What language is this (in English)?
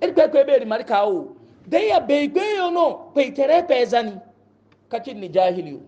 Hausa